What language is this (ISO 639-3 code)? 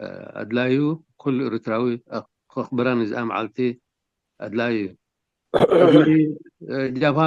tir